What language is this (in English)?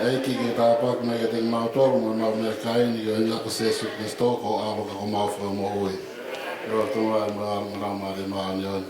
Tongan